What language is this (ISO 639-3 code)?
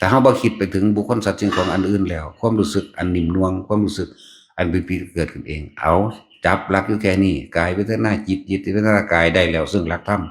tts